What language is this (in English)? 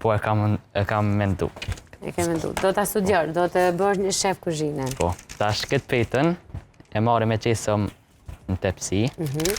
Albanian